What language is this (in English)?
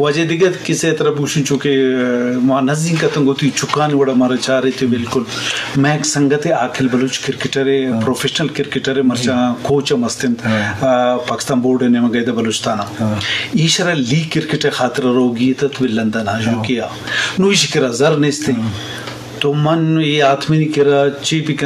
Eastern Balochi